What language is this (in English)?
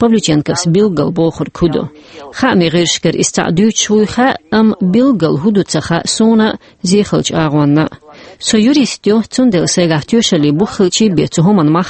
Chechen